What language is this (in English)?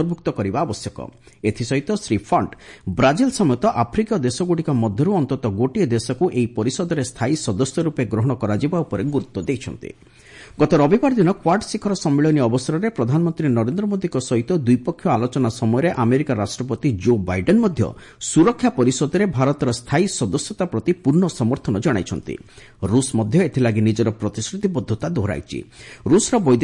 Odia